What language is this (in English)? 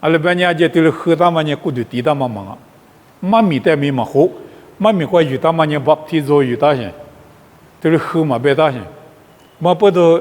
Lisu